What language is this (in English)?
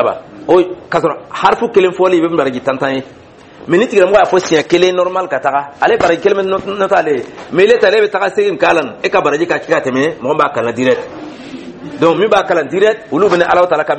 Dyula